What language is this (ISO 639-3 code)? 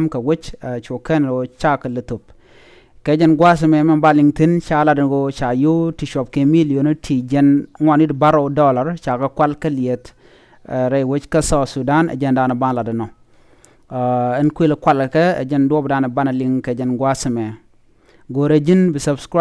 nus